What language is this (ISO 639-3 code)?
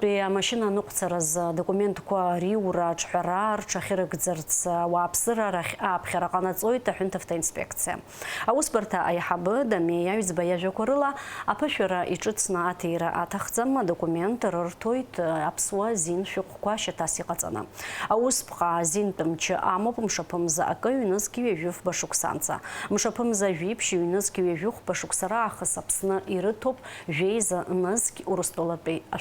abk